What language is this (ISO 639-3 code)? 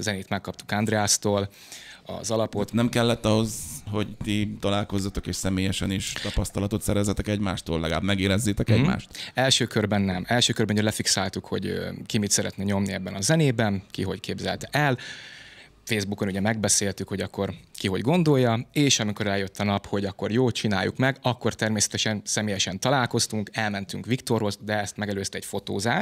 hun